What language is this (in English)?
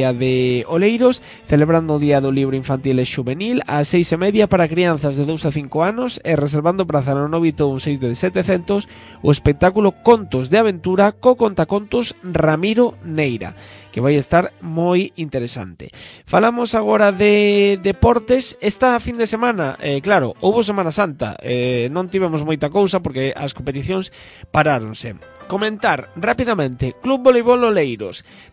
Galician